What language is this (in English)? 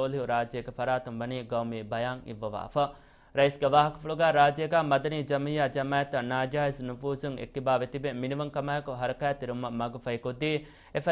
Divehi